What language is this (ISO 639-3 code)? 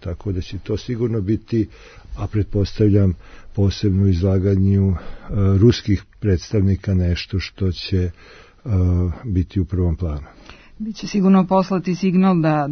srp